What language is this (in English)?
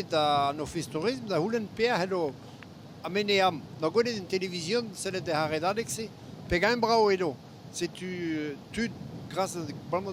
Breton